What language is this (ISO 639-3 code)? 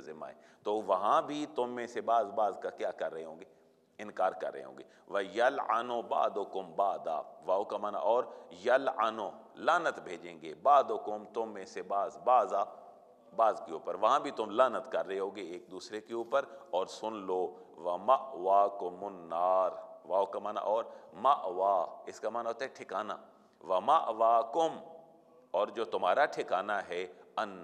urd